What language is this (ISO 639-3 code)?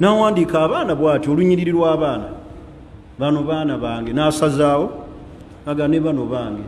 lug